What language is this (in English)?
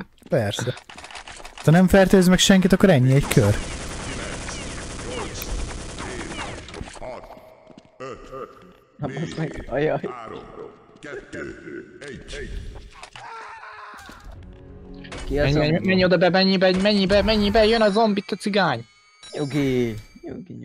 Hungarian